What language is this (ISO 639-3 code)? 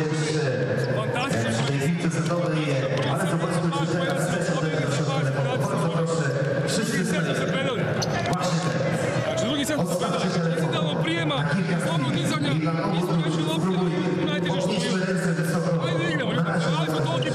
pol